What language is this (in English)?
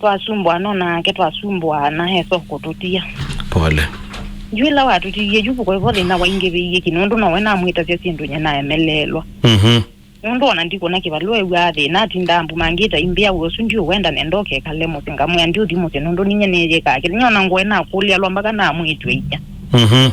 Kamba